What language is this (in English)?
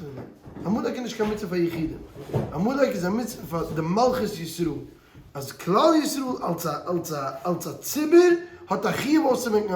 Yiddish